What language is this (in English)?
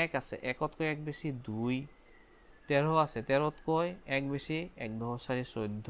Assamese